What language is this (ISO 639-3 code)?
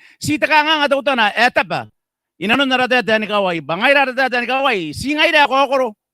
gil